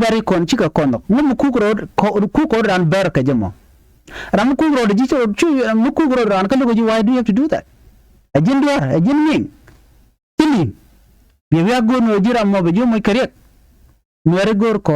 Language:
Nuer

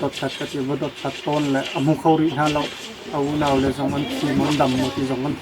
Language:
Hakha Chin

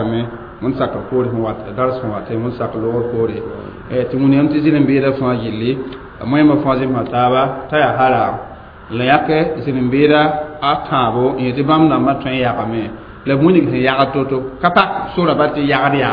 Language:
Mossi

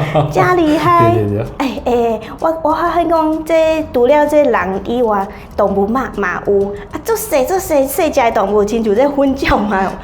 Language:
Min Nan Chinese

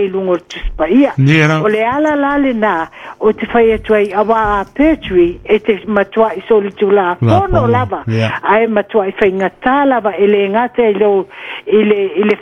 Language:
Samoan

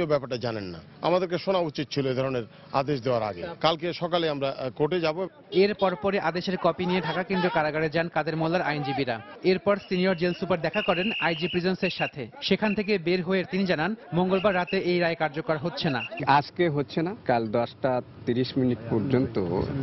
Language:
Bangla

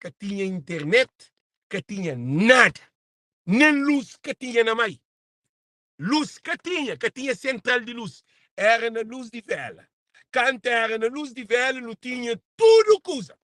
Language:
Kabuverdianu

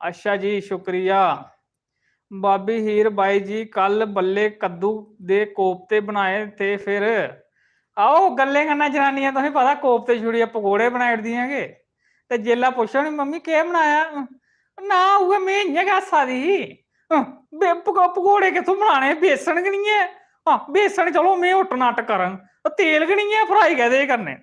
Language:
Dogri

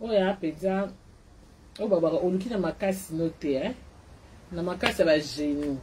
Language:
Lingala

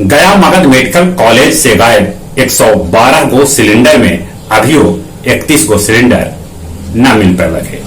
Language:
Magahi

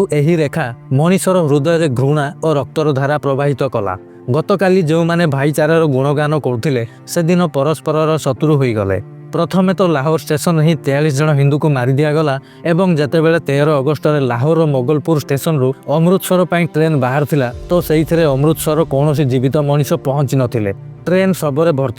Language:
Odia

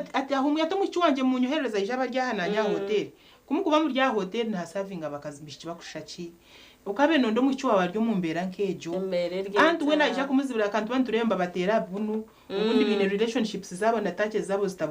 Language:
Nyankole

